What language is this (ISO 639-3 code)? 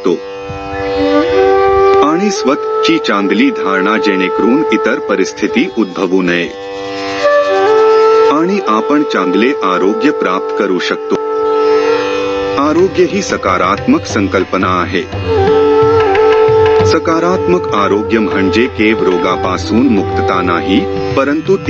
mar